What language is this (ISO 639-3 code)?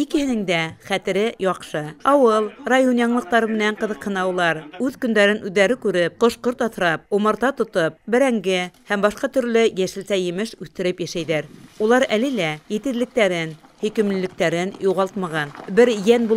bak